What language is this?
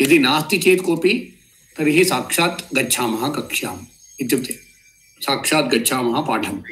Sanskrit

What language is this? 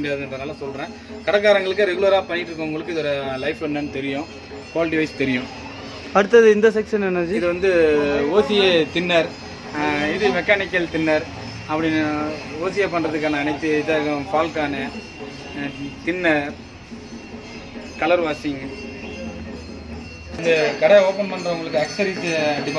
Tamil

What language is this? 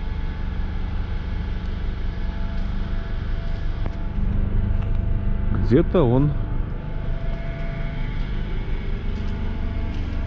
Russian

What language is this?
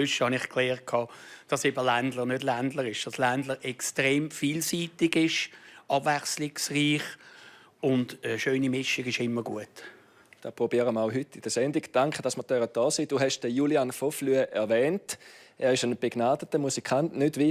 Swiss German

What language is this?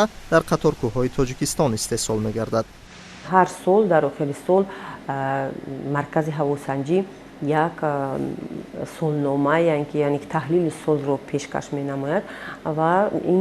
Tajik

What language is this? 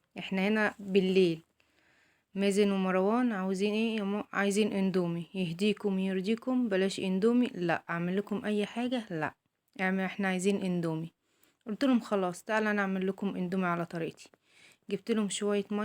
Egyptian Arabic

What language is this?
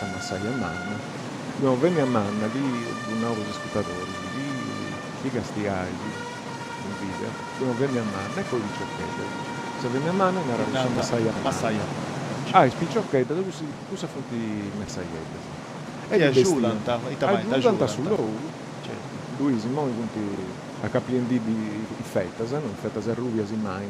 Sardinian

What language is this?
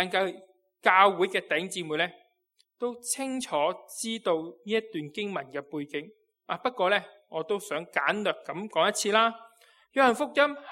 Cantonese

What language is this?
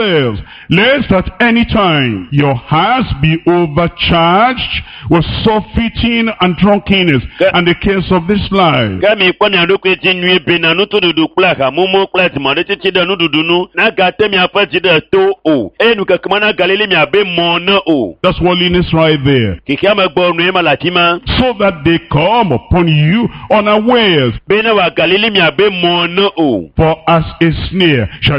Ewe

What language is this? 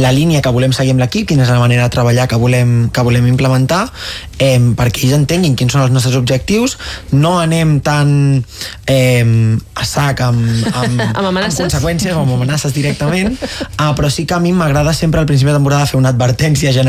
Catalan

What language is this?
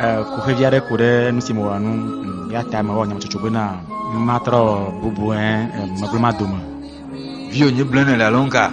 Ewe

